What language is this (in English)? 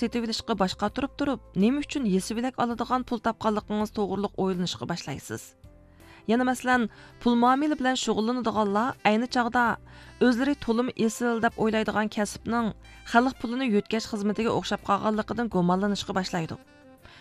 Uyghur